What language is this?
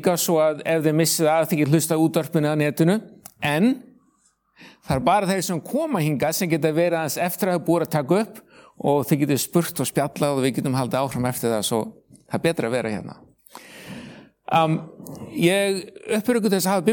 Icelandic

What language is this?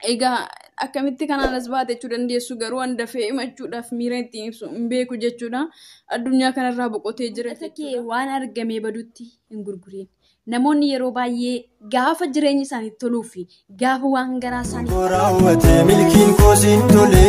Oromo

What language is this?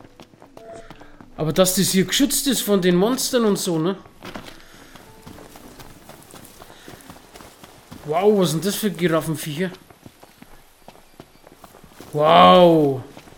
German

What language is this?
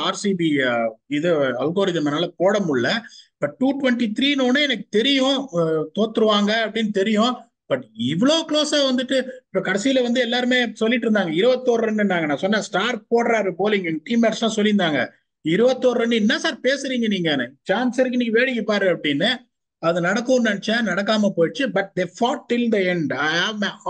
Tamil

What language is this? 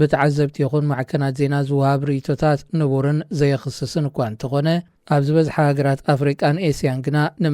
Tigrinya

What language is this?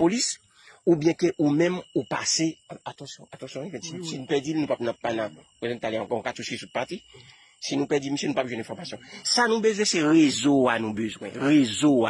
Haitian Creole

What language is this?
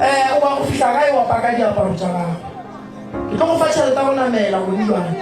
Northern Sotho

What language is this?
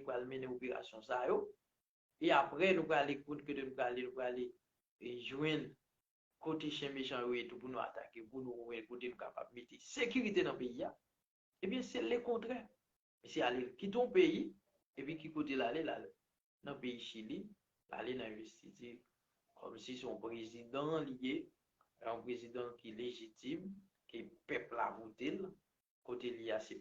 Haitian Creole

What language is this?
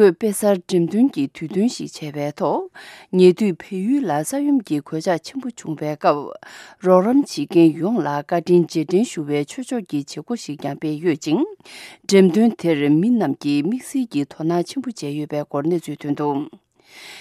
Tibetan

